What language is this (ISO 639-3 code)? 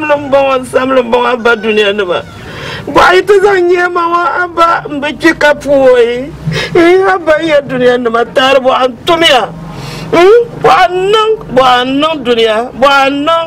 dag